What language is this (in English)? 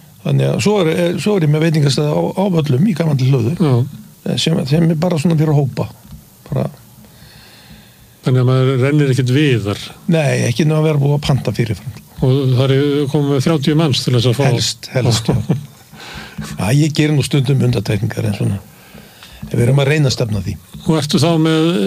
Icelandic